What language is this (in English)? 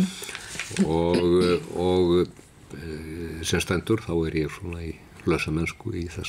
Icelandic